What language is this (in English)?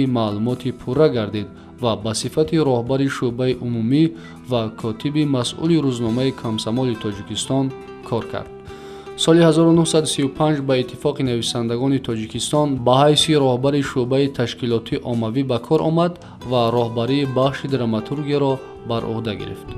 Tajik